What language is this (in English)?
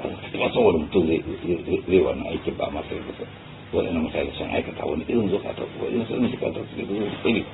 Hausa